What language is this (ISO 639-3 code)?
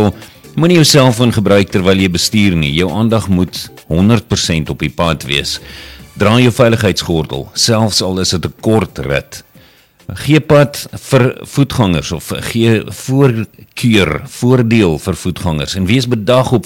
afr